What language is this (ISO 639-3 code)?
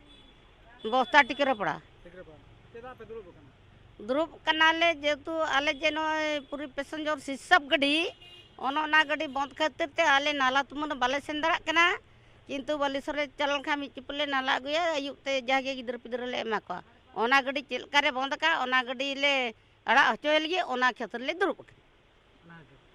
sat